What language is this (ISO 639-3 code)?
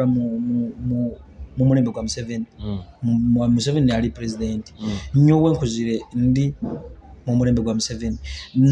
nyo